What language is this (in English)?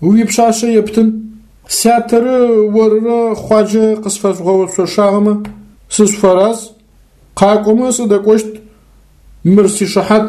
Adyghe